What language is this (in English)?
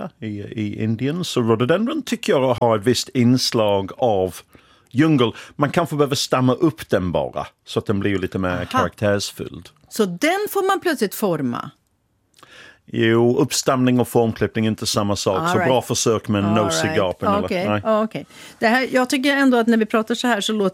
Swedish